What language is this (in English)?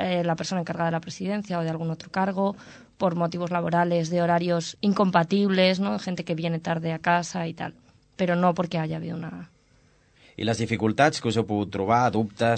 Catalan